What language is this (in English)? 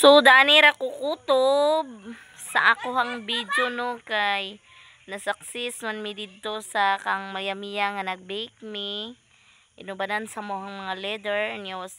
Cebuano